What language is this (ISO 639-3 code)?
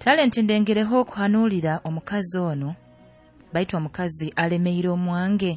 nyo